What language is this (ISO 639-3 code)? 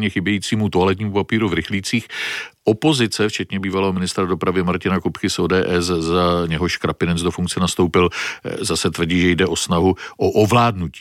ces